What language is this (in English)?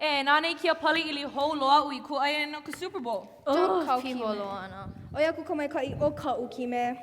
Hawaiian